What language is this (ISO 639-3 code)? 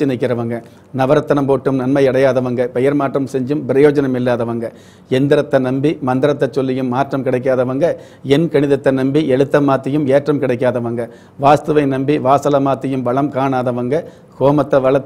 tam